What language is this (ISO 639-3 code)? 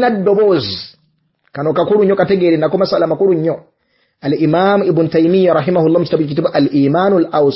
lug